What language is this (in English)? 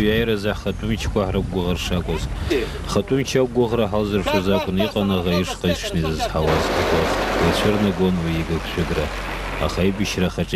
Abkhazian